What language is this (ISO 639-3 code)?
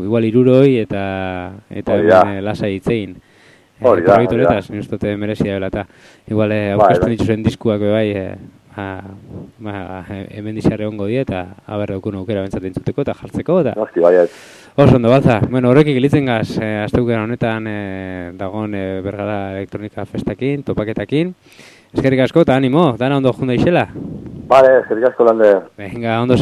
eus